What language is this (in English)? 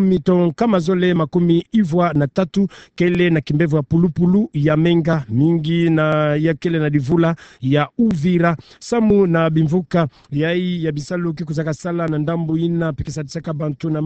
Kituba (Democratic Republic of Congo)